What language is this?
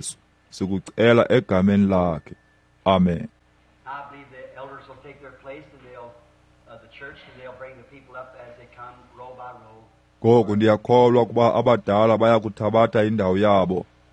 Xhosa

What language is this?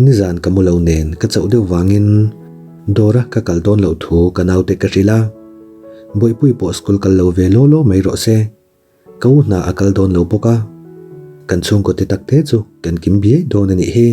Mizo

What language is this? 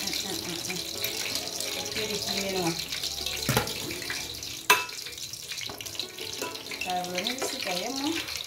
Kinyarwanda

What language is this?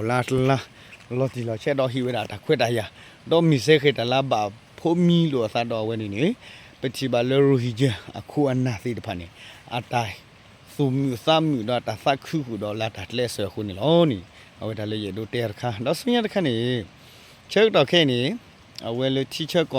S'gaw Karen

